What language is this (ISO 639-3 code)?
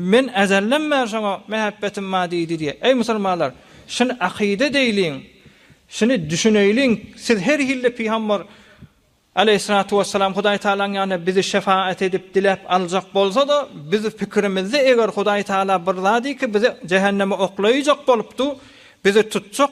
tuk